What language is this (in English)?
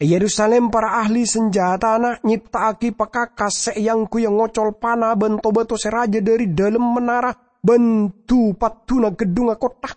Madurese